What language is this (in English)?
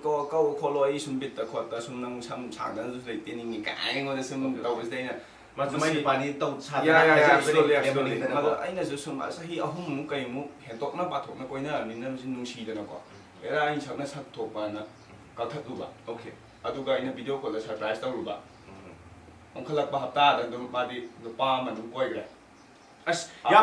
Manipuri